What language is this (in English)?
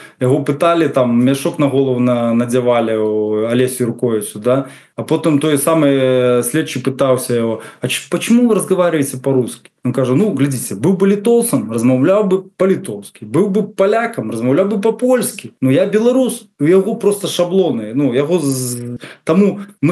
Belarusian